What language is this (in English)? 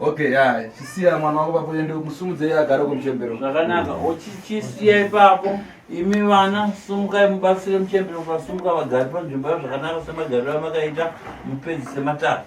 Shona